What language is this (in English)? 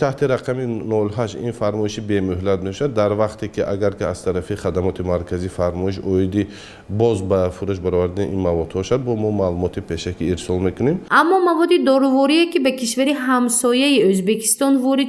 Tajik